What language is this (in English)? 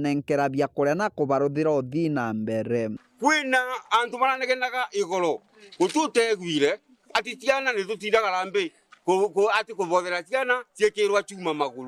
Meru